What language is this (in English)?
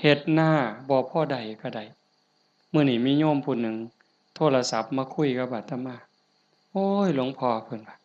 Northeastern Thai